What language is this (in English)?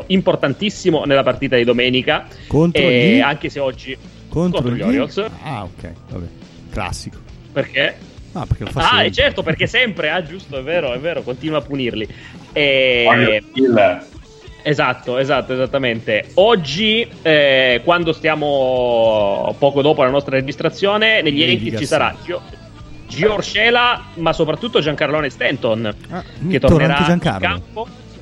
Italian